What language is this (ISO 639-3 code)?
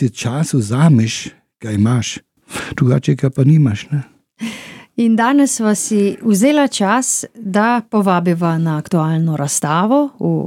slv